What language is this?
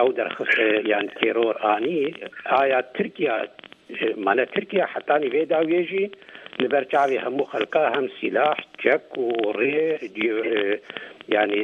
Kurdish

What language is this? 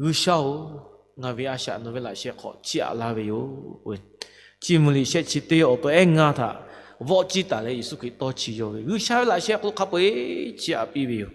Lahu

